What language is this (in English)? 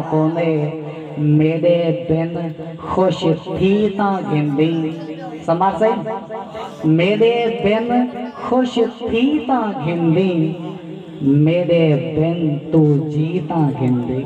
Saraiki